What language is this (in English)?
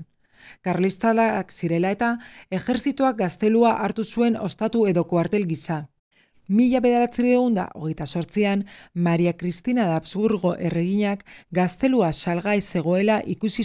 Basque